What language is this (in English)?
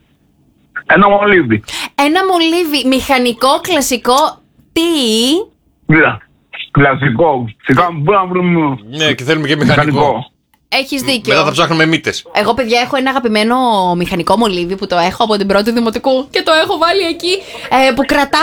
Greek